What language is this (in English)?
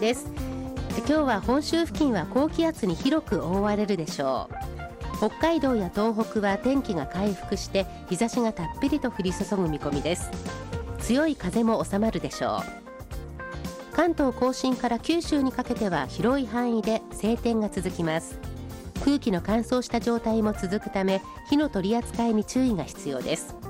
Japanese